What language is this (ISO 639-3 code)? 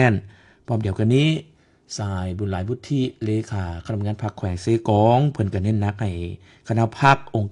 lao